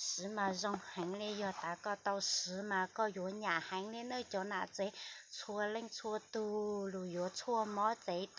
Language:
Hmong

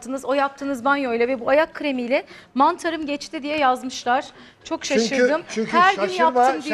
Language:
Turkish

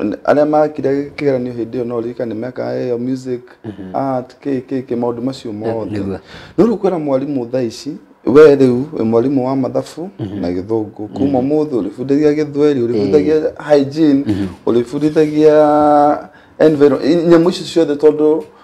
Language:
Kikuyu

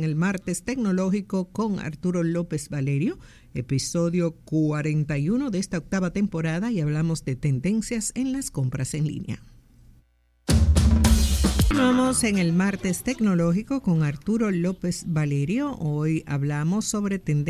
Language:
Spanish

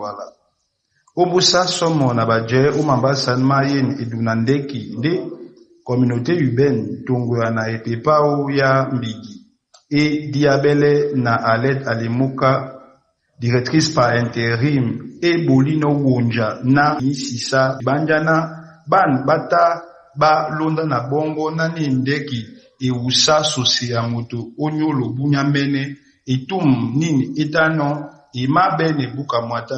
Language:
Duala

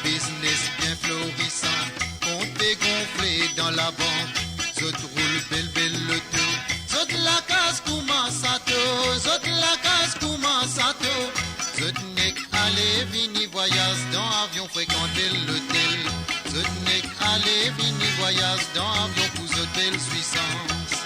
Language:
Morisyen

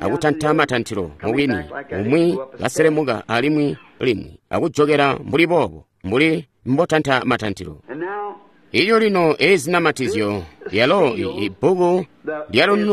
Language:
Tonga (Zambia)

